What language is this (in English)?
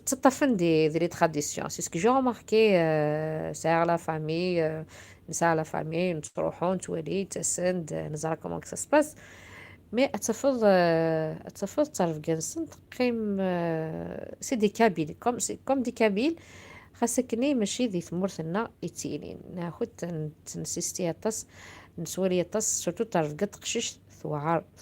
Kabyle